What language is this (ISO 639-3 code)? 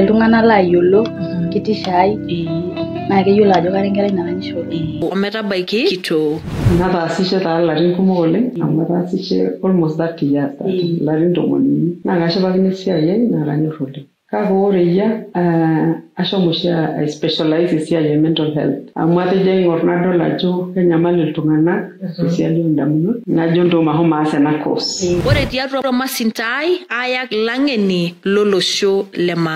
mas